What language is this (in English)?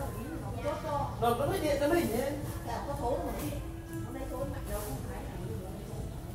Vietnamese